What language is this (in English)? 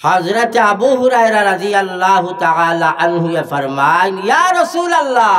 Sylheti